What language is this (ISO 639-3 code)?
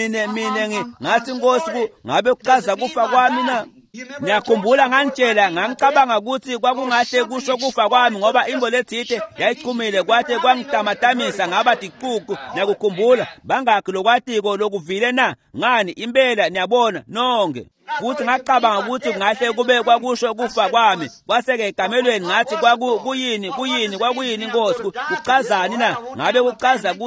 ssw